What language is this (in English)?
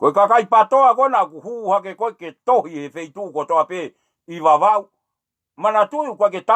Tongan